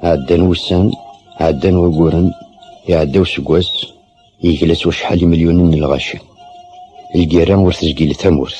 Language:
Kabyle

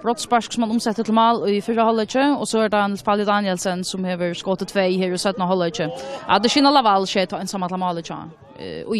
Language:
Faroese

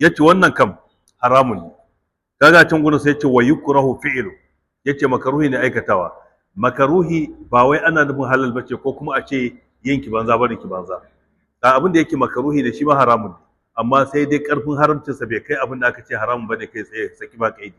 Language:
Hausa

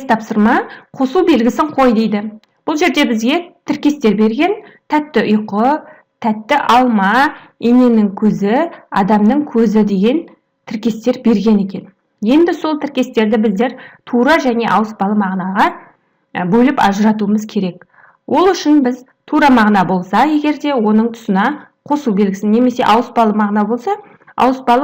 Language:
Kazakh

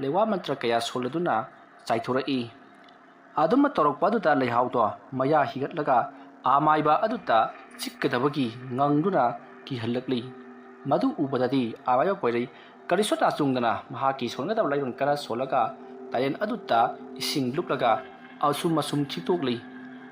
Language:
Manipuri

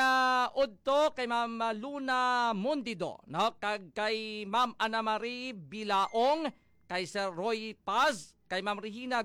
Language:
Hiligaynon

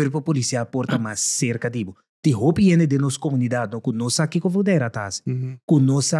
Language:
Papiamento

